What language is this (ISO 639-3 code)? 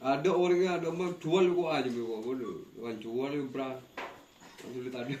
mad